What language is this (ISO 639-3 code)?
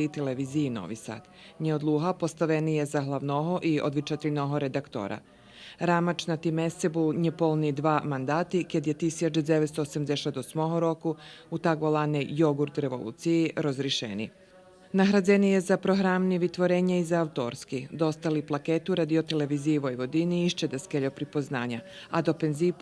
rue